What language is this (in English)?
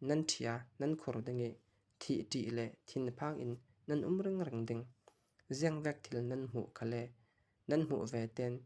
Falam Chin